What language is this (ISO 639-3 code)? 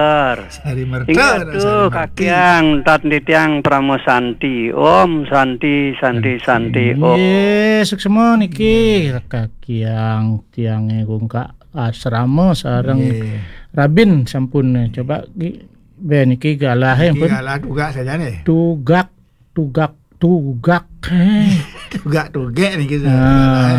ban